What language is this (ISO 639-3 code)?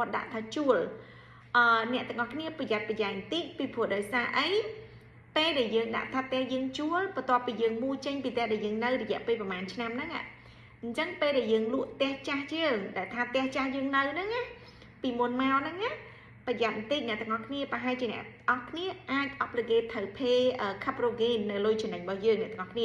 khm